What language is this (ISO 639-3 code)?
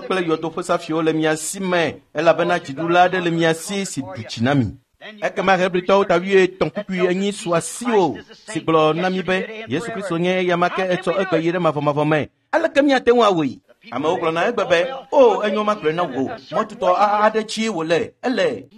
ewe